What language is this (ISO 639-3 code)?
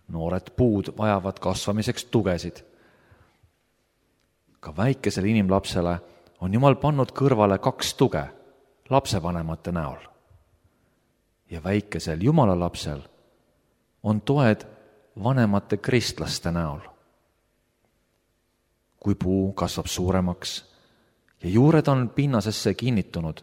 est